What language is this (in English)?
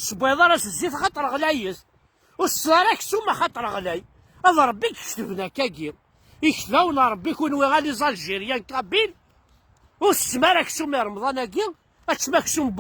Kabyle